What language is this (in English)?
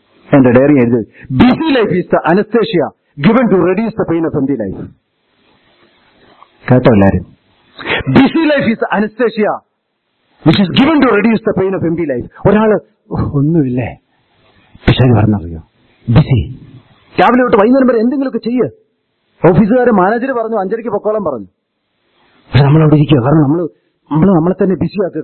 Malayalam